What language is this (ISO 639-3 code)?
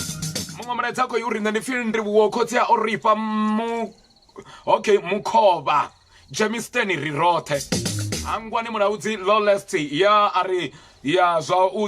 ven